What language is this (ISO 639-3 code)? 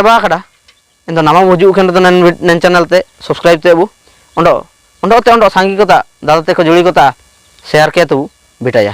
hoc